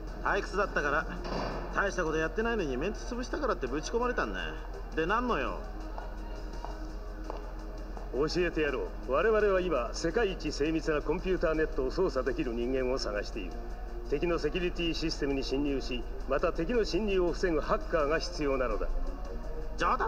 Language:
Japanese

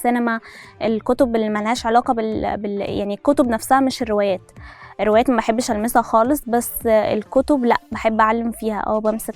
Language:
Egyptian Arabic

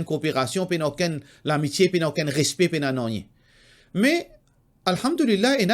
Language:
Morisyen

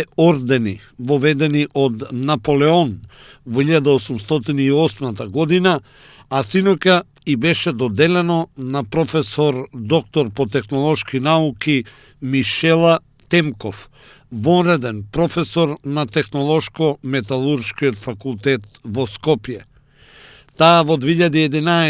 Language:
Macedonian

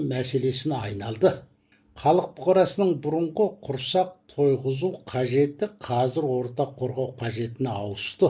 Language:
Kazakh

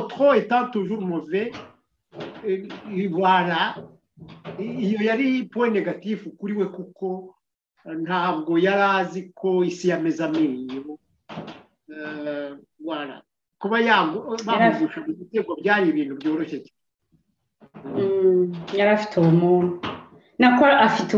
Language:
Kinyarwanda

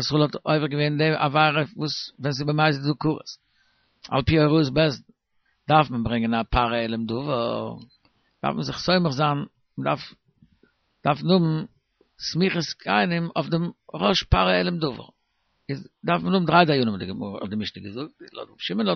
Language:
Yiddish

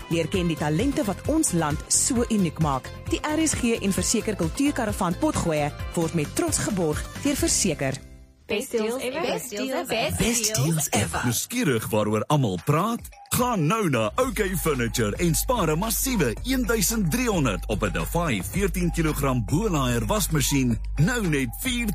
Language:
Afrikaans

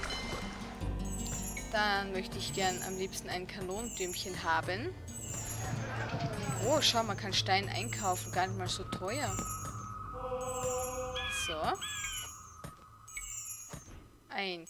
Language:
German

